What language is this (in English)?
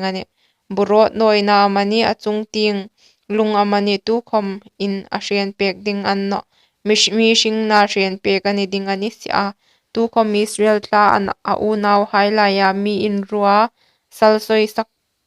Hmar